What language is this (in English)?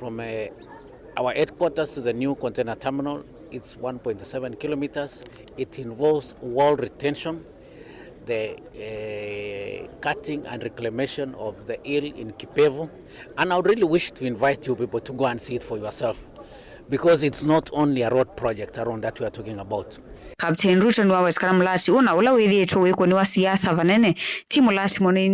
Kamba